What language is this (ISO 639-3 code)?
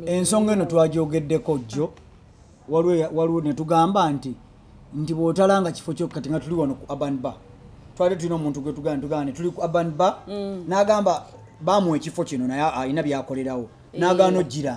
lug